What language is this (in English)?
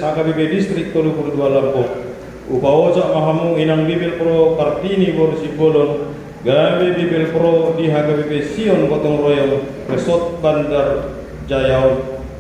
Batak Toba